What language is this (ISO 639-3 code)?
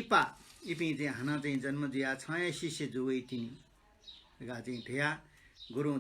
new